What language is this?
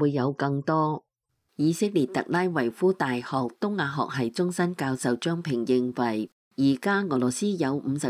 Cantonese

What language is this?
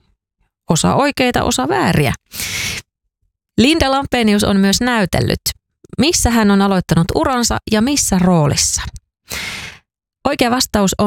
Finnish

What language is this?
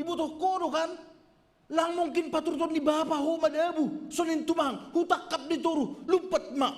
Batak Simalungun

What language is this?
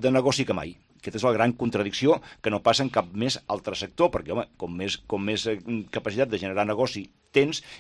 Catalan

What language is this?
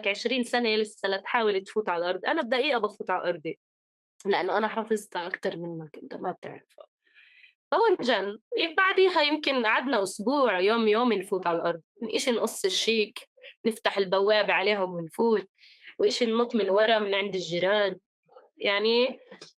North Levantine Arabic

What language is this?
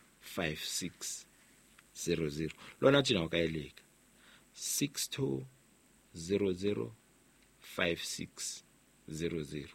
Southern Sotho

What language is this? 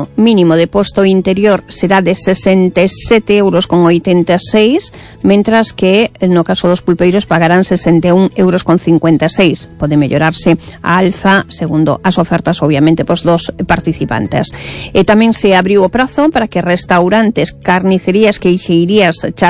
Galician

